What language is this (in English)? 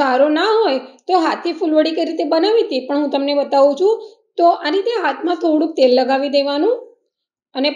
Gujarati